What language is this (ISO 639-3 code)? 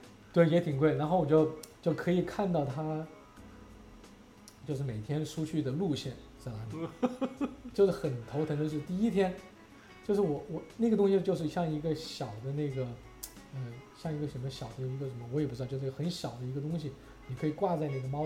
zho